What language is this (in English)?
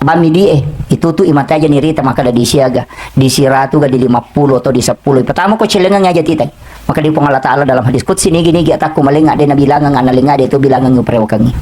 Buginese